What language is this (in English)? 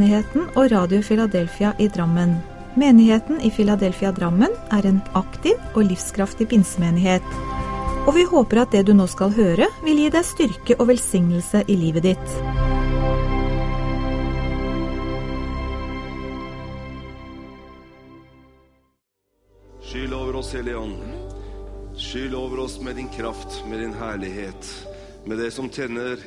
Norwegian